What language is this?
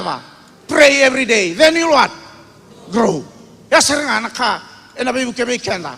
Fijian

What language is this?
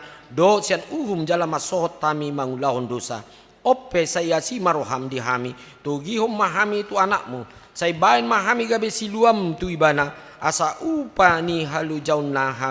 Batak Toba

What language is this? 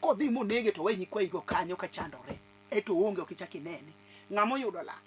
Luo (Kenya and Tanzania)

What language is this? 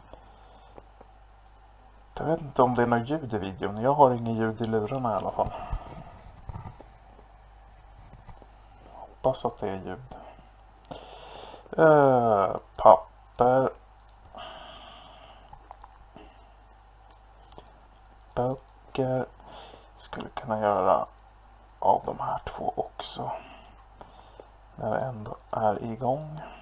Swedish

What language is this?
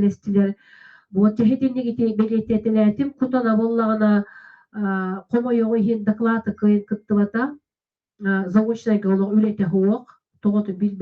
Yakut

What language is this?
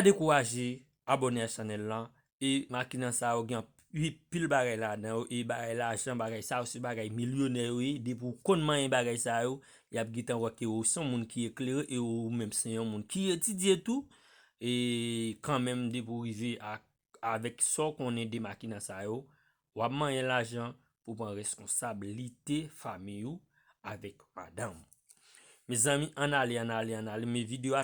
Haitian Creole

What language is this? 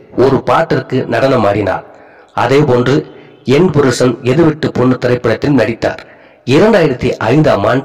Tamil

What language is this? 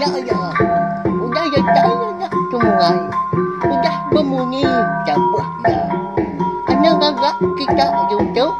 Iban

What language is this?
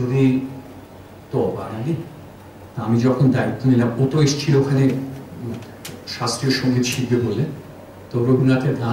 Bangla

